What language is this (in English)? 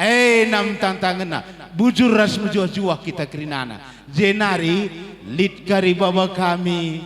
Batak Karo